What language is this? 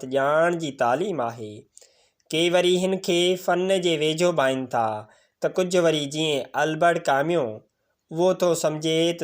Sindhi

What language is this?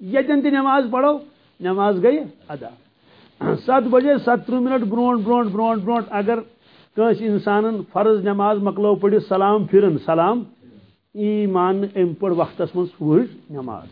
Kashmiri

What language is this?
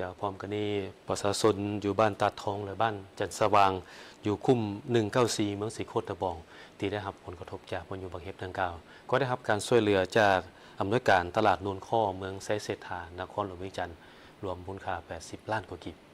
Lao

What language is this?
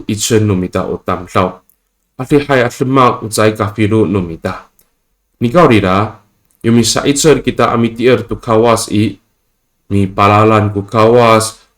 Amis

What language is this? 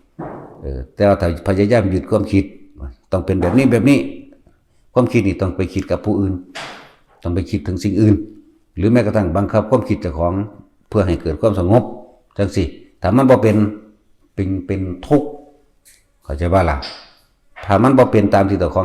Northeastern Thai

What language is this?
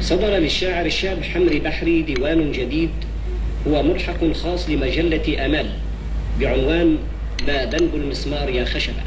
Algerian Arabic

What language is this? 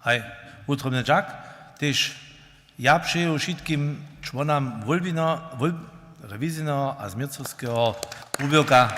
Upper Sorbian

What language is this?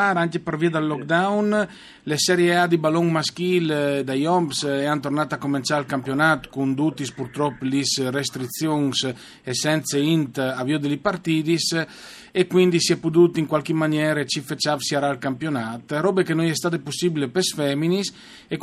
Friulian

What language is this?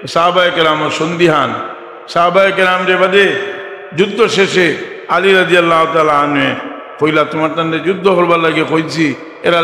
Sylheti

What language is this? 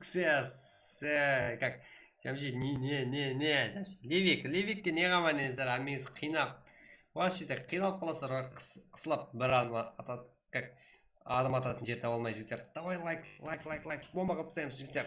Kara-Kalpak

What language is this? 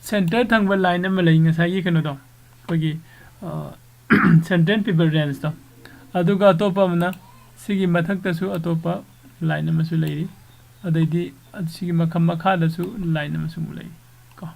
Manipuri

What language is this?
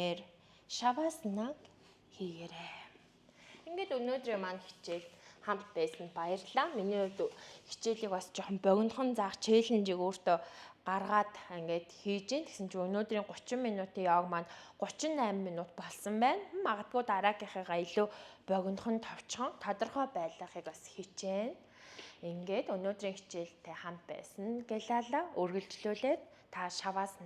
Mongolian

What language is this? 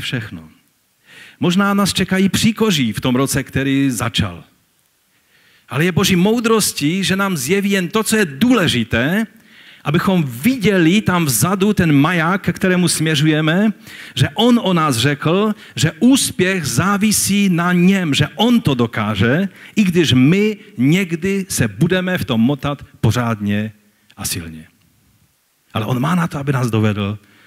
Czech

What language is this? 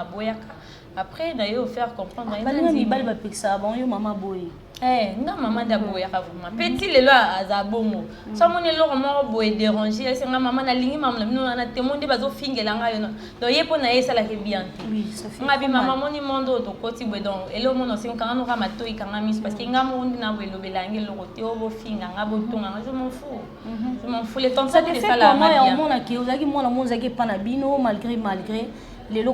Lingala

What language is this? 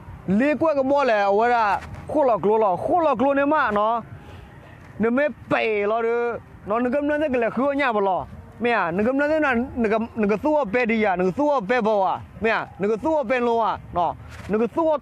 S'gaw Karen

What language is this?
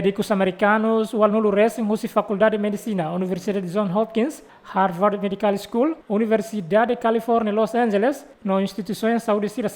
Tetum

